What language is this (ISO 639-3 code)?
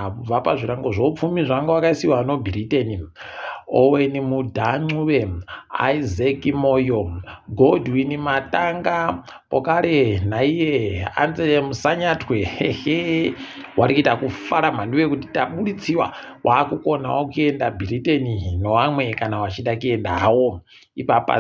ndc